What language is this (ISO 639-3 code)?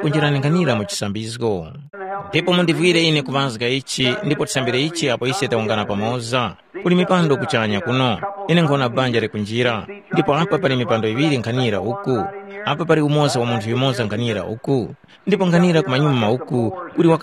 tum